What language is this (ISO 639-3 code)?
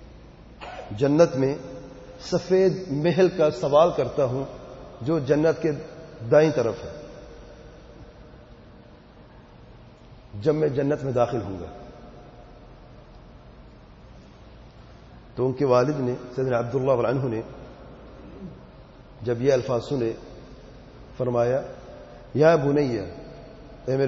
urd